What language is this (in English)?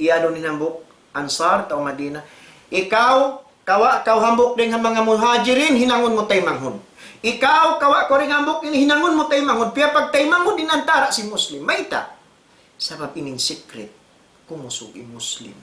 Tausug